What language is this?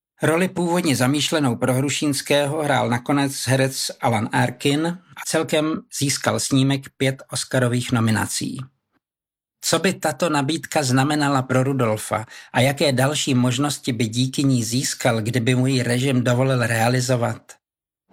Czech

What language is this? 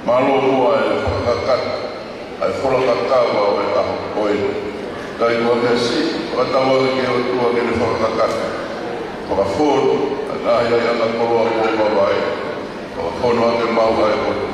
Tongan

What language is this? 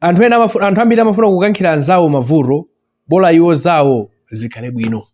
Nyanja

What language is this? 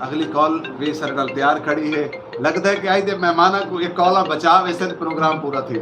Saraiki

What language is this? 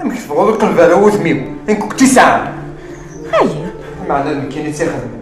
Kabyle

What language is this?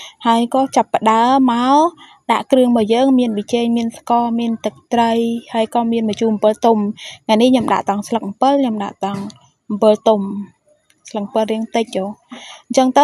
Khmer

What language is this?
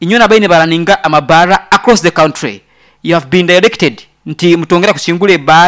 Nyoro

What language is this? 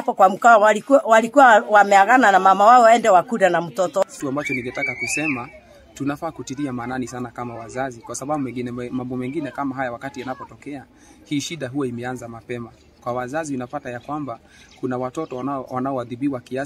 Swahili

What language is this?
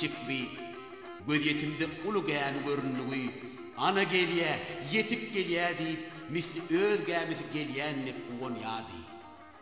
Turkmen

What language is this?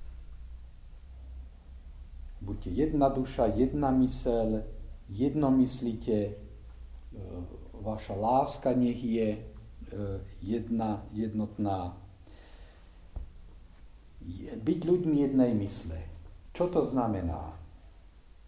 Slovak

